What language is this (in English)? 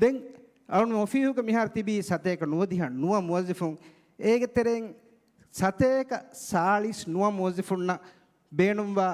Divehi